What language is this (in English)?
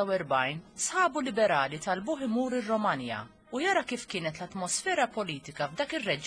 Maltese